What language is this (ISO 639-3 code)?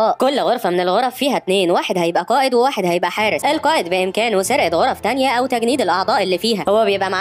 arz